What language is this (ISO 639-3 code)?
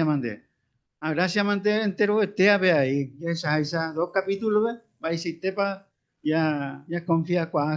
grn